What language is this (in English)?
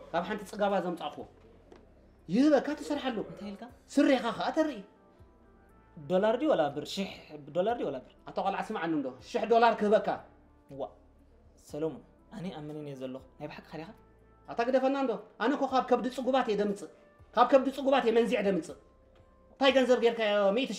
Tigrinya